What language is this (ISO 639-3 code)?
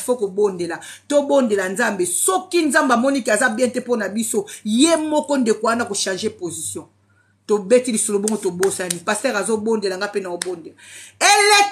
lin